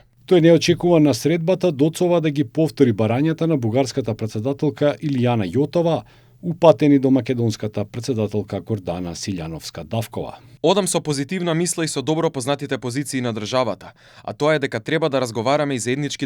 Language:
Macedonian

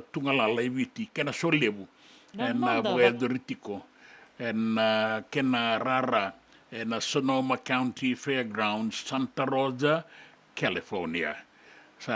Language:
Fijian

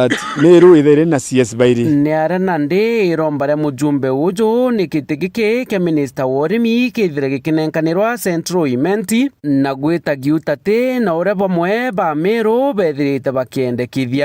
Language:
Meru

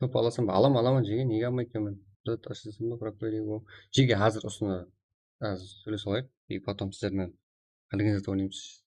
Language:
Kara-Kalpak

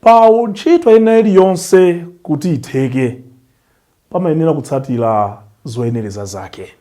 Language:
Nyanja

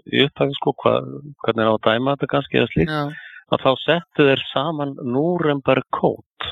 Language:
Icelandic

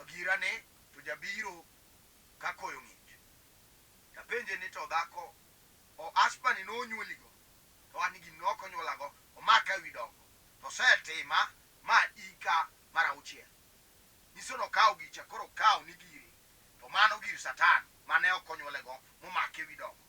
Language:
Luo (Kenya and Tanzania)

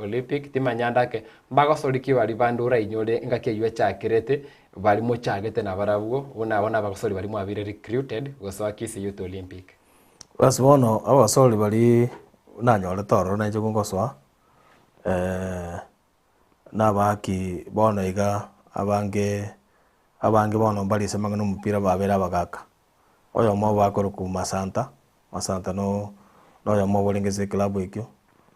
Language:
Gusii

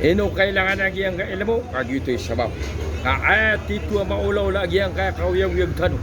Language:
Maranao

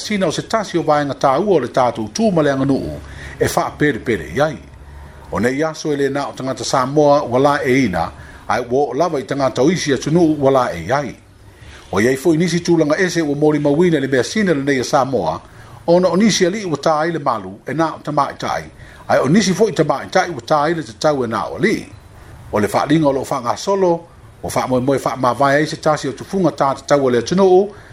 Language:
Samoan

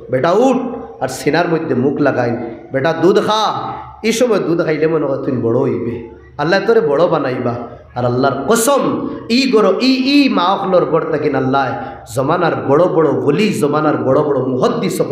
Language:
Sylheti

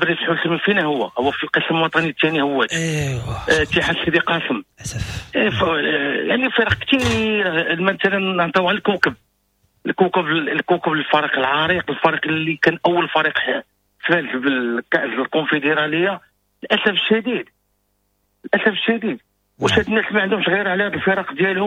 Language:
Moroccan Arabic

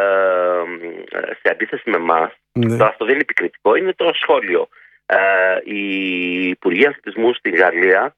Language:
Greek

